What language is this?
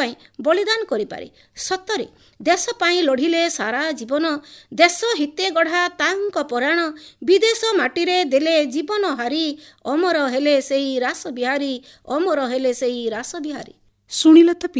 Odia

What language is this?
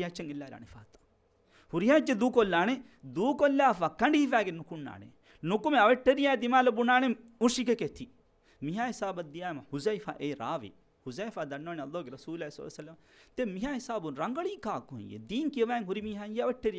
Divehi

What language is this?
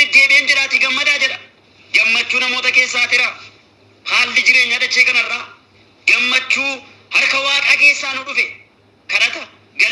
Oromo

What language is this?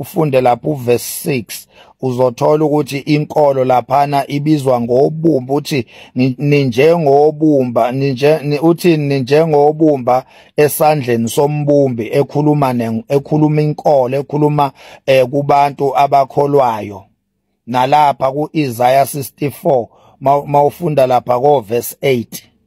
Zulu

